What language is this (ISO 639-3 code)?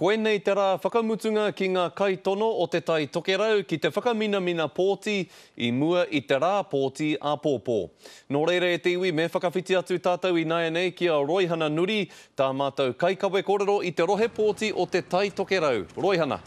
mri